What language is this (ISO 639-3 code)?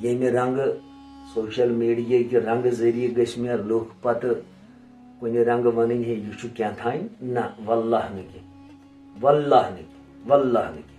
kas